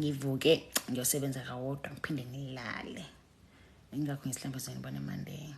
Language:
Zulu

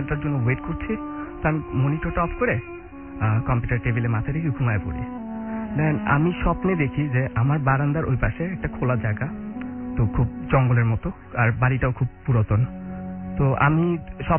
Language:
Bangla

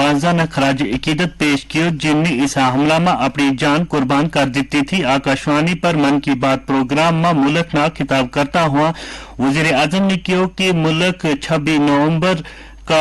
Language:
Gujari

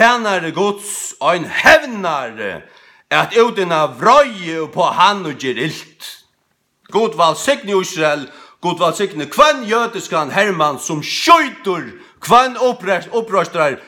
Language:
Faroese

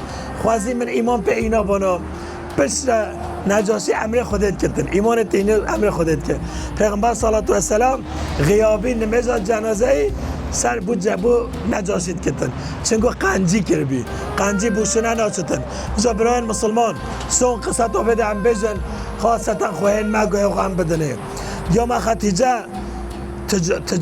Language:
Kurdish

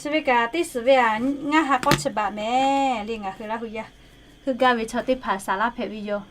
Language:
Lahu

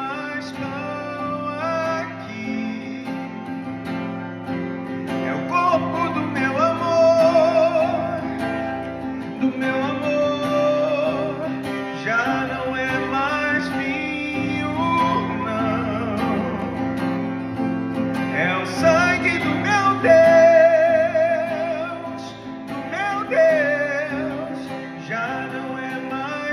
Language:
Portuguese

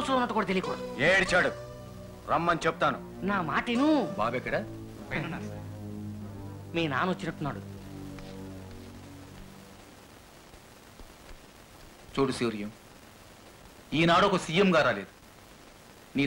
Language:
Telugu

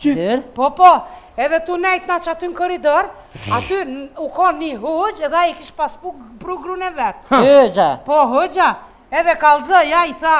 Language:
Albanian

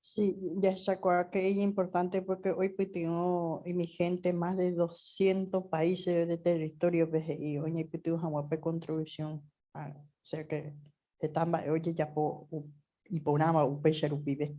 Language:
Guarani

